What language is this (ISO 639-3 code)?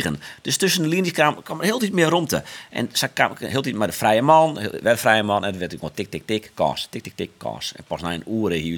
fry